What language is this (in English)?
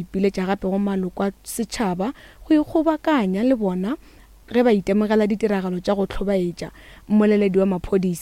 Northern Sotho